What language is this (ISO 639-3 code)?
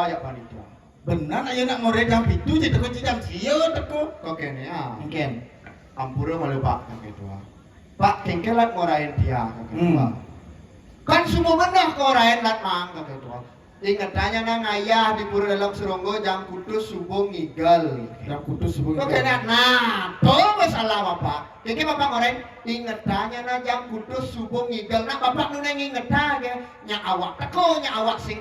ban